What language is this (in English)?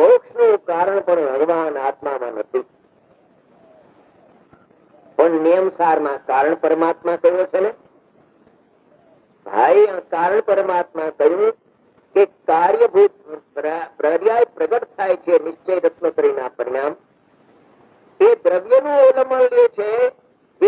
Gujarati